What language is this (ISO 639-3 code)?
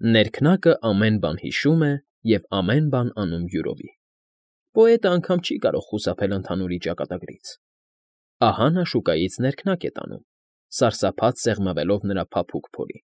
hye